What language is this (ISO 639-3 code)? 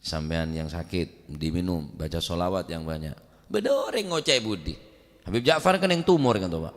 mad